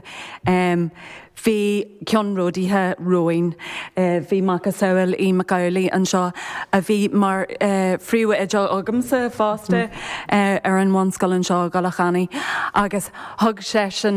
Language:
Irish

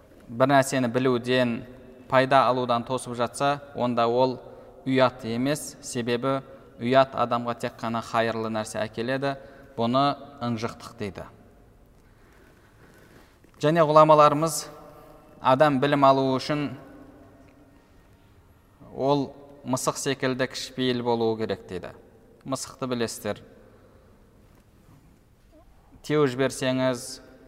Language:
Kazakh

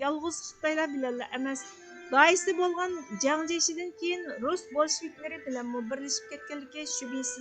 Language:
Uyghur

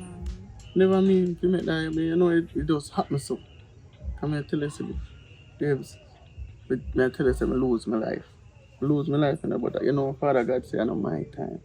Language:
Jamaican Creole English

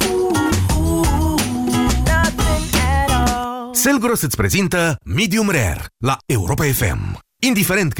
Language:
Romanian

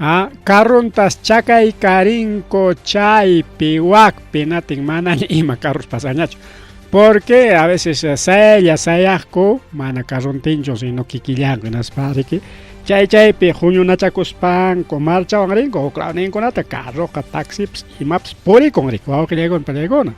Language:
Ayacucho Quechua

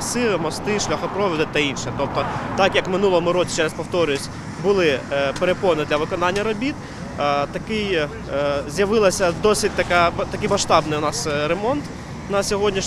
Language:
Ukrainian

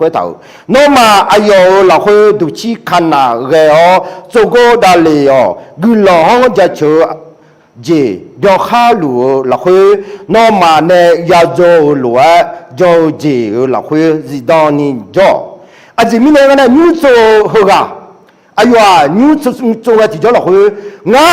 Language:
Akha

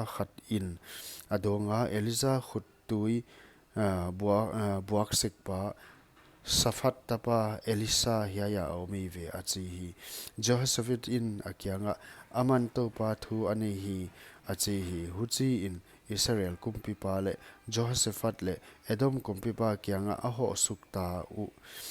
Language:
Paite Chin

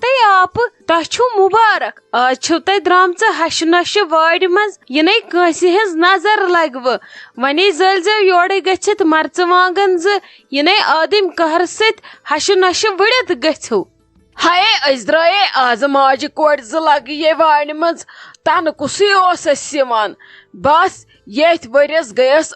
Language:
Kashmiri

